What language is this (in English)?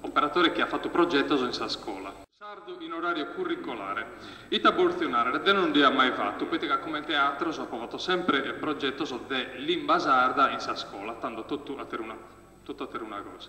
Sardinian